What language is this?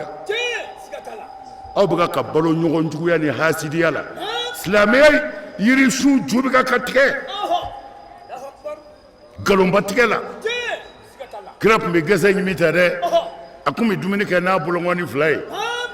Bambara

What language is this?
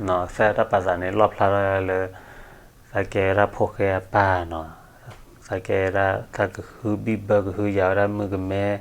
S'gaw Karen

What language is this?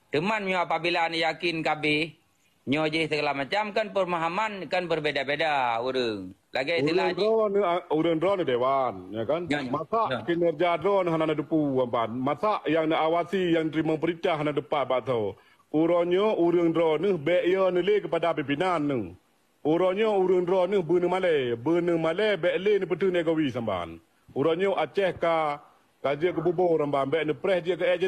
Achinese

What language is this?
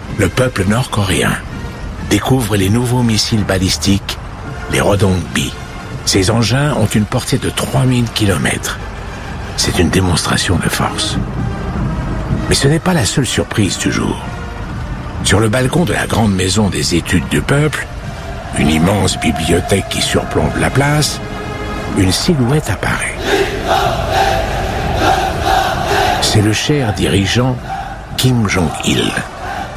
French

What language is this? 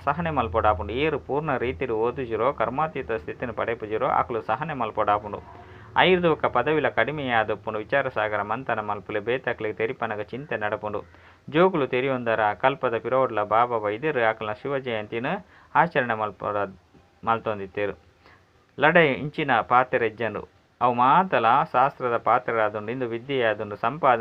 Tulu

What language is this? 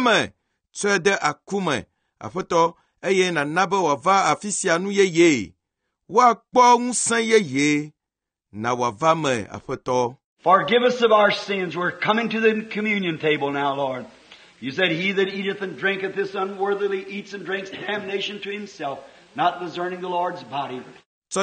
Ewe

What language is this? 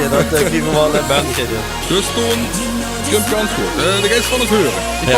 Limburgish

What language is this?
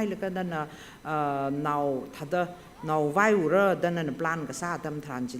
Tangkhul Naga (India)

